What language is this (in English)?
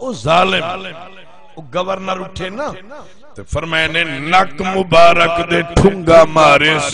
Saraiki